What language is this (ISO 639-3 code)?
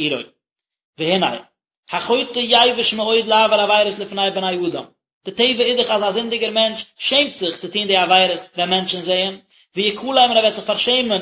yid